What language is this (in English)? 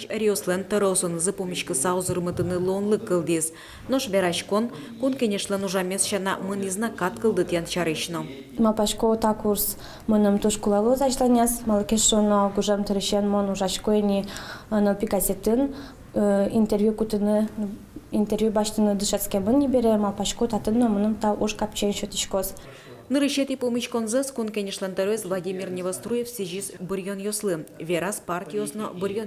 Udmurt